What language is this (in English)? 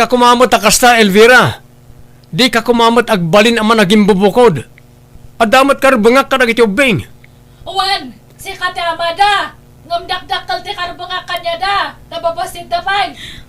Iloko